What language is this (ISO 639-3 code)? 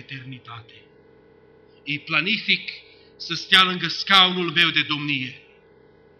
ron